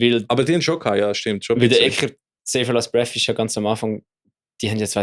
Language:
Swiss German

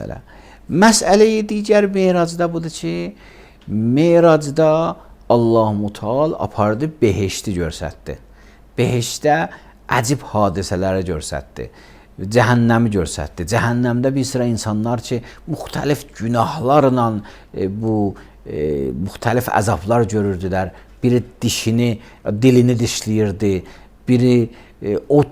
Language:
Azerbaijani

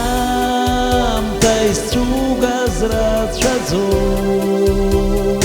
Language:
Abkhazian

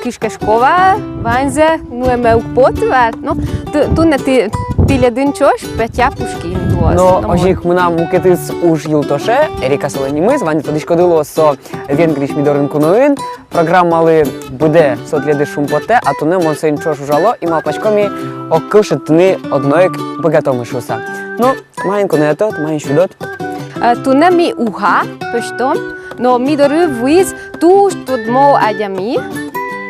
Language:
Udmurt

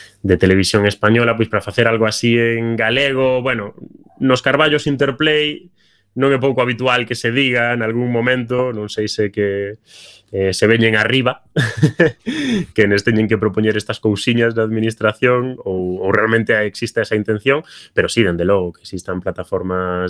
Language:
Galician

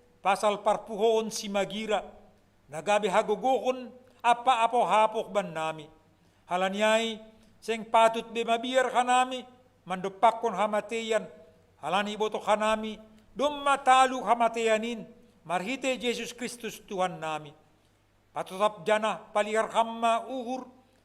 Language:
Batak Simalungun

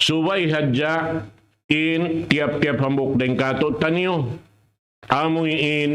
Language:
Tausug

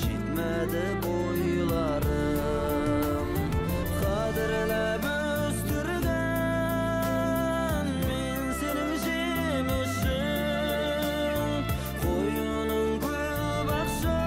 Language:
Bashkir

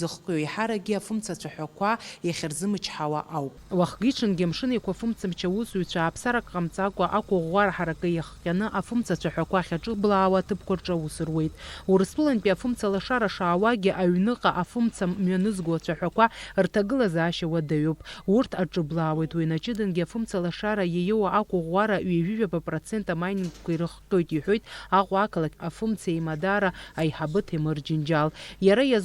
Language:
Abkhazian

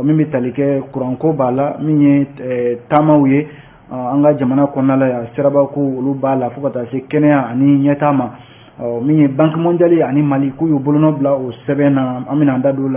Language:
Bambara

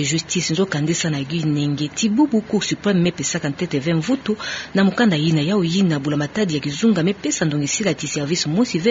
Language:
Kituba (Democratic Republic of Congo)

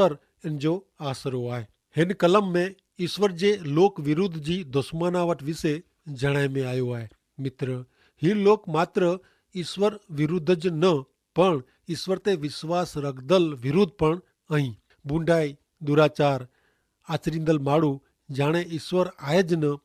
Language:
Kachhi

